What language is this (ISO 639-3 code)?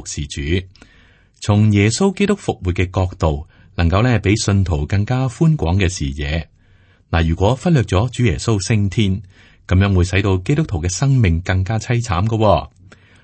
yue